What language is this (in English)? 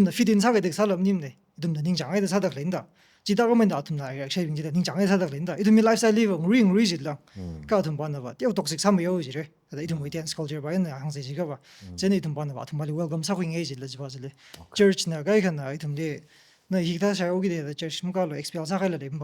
Tangkhul Naga (India)